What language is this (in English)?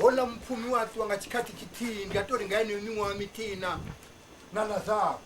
Venda